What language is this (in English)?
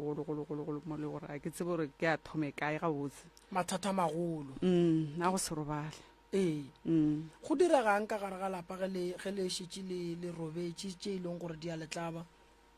Northern Sotho